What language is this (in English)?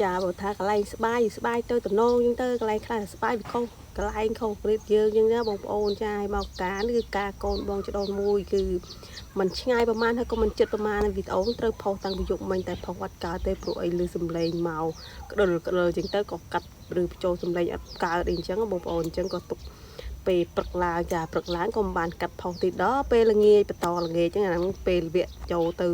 Khmer